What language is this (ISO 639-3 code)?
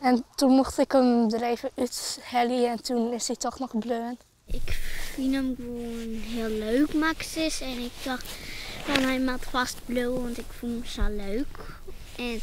fry